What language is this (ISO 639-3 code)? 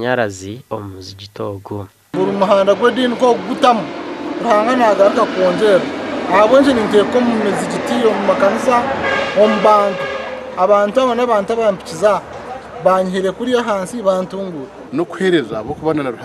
nyn